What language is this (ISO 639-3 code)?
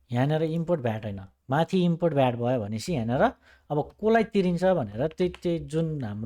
nep